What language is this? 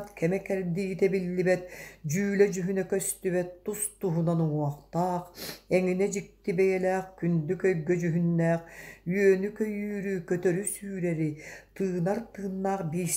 Yakut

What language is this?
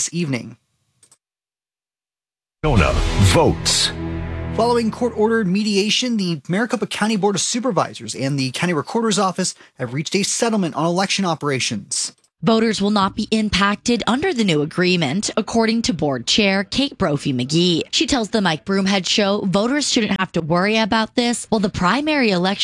English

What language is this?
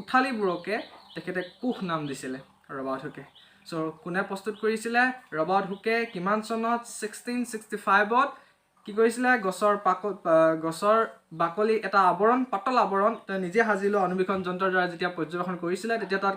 Assamese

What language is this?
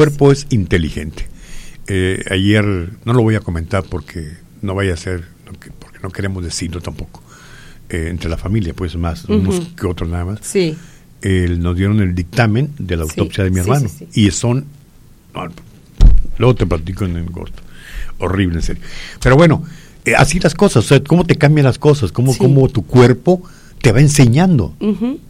Spanish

